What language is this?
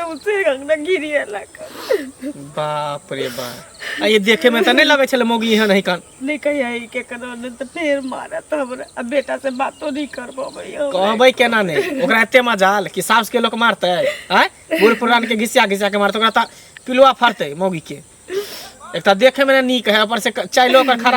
Maithili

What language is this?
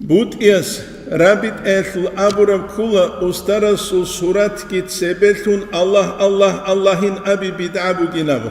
Avaric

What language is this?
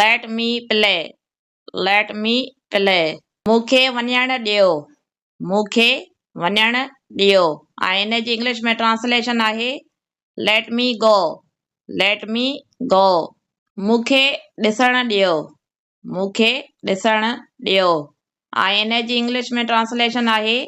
Sindhi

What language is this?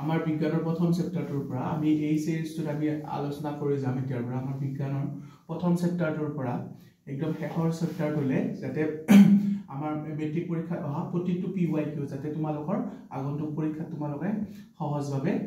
Assamese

